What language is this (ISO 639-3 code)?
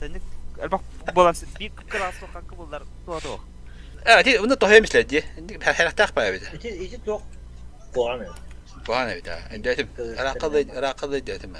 sah